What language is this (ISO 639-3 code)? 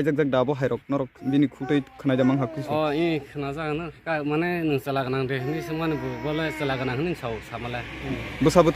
trp